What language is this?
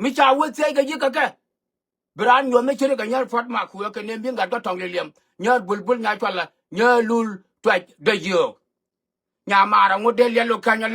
Nuer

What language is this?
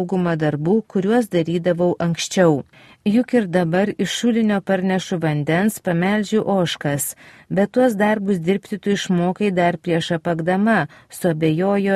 Lithuanian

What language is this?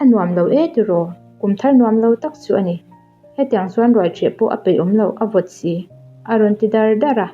Mizo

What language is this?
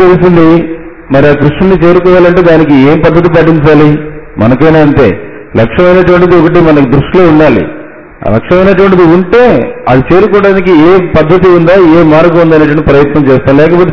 Telugu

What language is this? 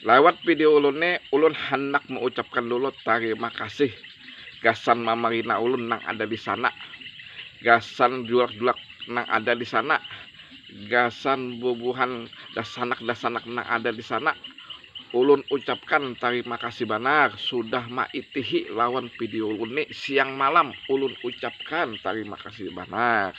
Banjar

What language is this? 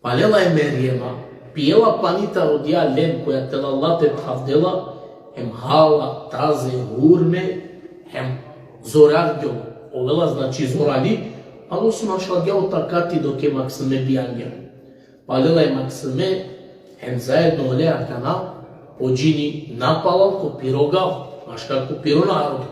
Balkan Romani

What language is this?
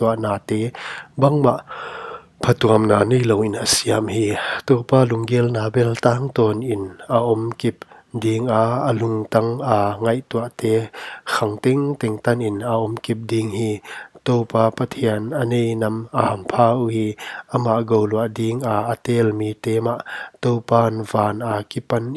Paite Chin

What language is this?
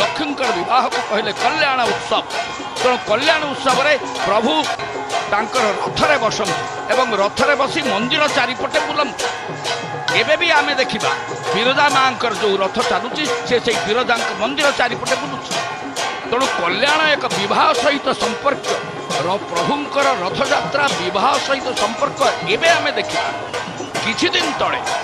Odia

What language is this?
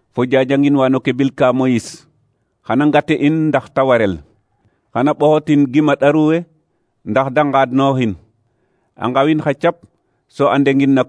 Serer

